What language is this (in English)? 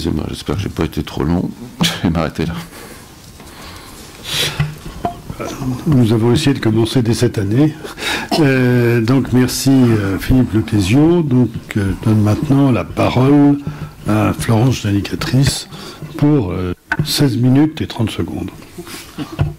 French